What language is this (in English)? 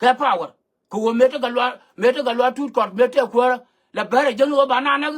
Nuer